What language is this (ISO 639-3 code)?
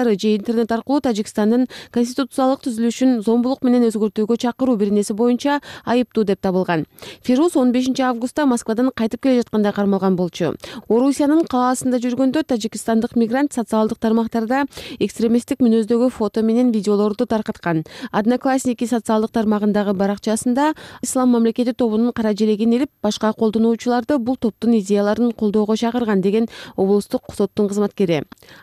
kir